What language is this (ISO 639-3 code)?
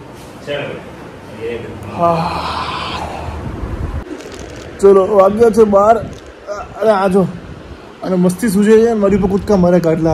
guj